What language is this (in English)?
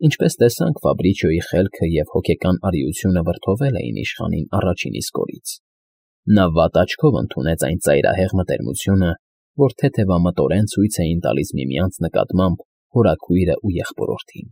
Armenian